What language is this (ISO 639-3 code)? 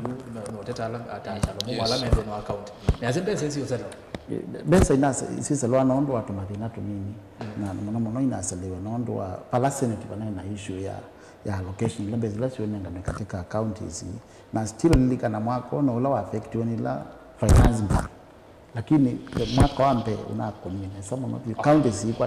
kam